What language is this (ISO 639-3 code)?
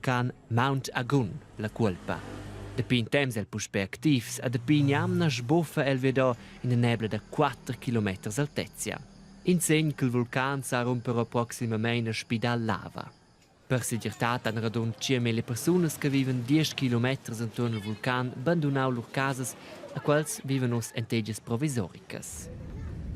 roh